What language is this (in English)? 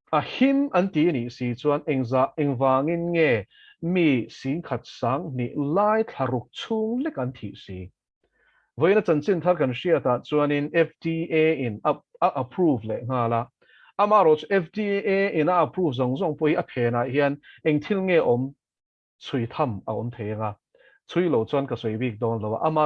Mizo